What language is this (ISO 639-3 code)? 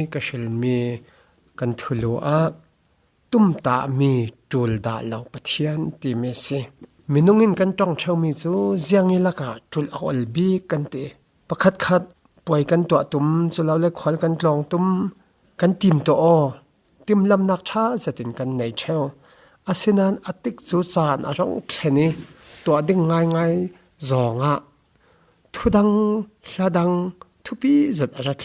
cfm